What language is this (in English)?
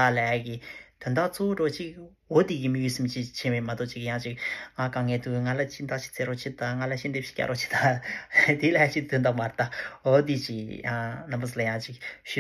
Tibetan